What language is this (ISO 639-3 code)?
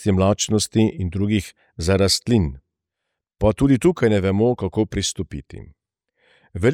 slv